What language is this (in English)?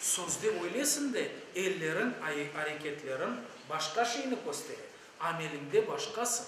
Crimean Tatar